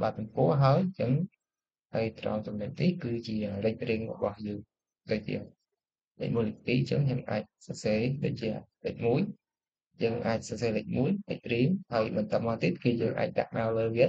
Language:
Khmer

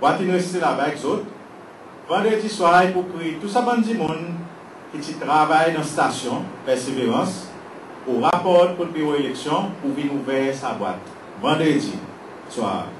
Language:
Seselwa Creole French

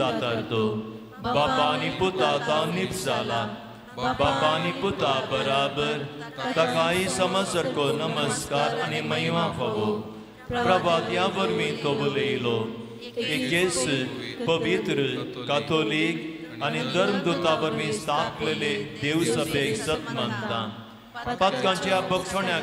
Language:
Konkani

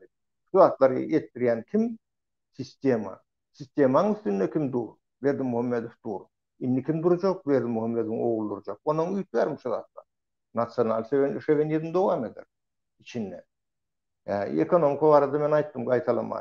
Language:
Turkmen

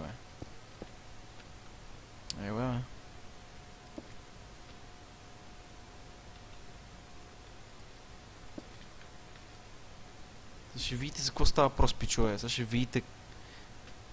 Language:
Bulgarian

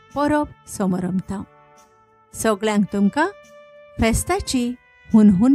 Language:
Konkani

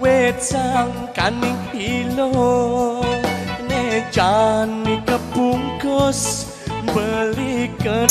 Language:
Balinese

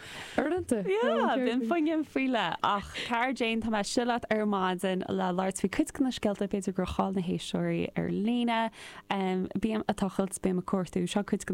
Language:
Irish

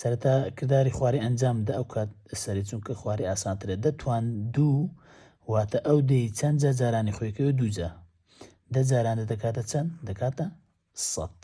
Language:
Central Kurdish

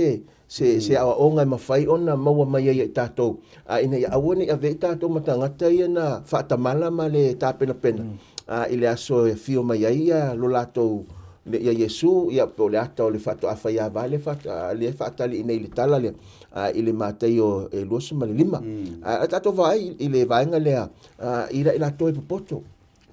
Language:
Samoan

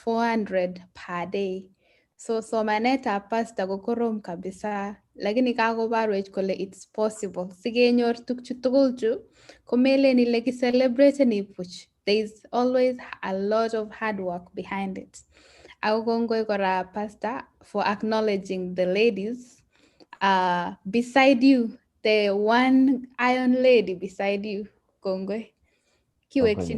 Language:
Kalenjin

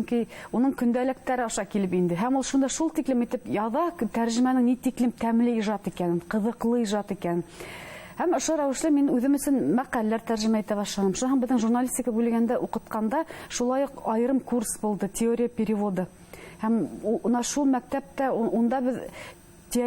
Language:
Bashkir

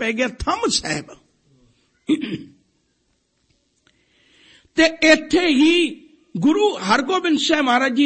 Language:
Punjabi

